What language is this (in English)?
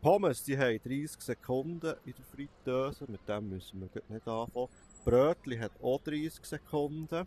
Swiss German